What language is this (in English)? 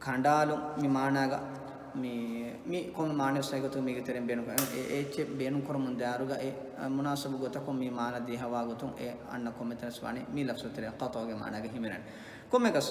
Divehi